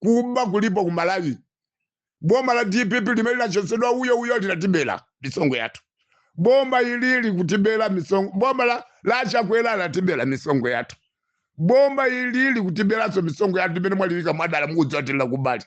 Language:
Nyanja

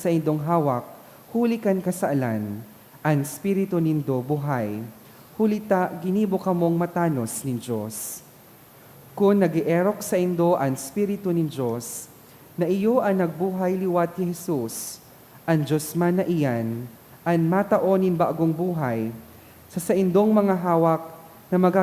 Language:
Bikol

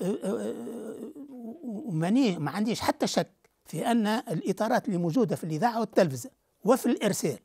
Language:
Tunisian Arabic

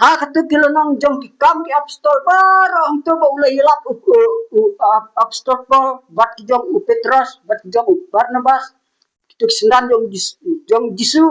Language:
Khasi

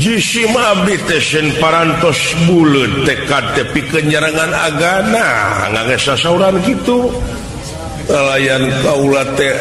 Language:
Sundanese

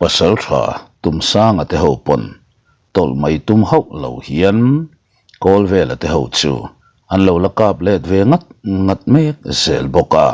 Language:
Mizo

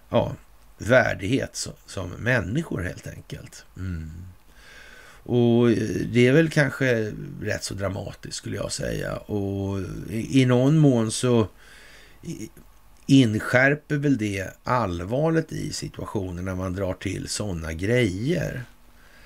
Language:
Swedish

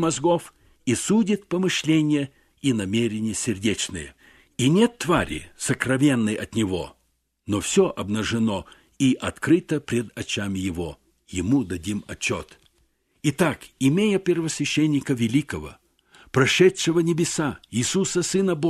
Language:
Russian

